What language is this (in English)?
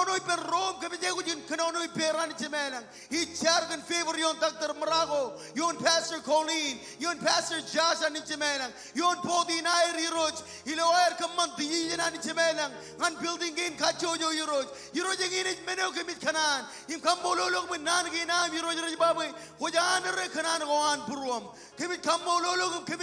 Marshallese